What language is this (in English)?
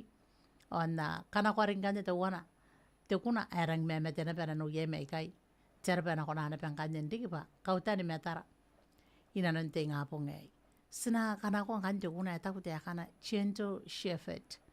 Gilbertese